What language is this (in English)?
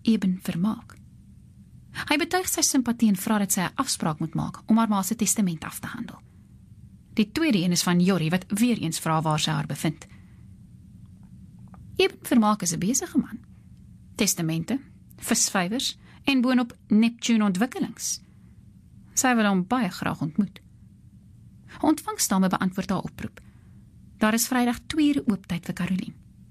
Afrikaans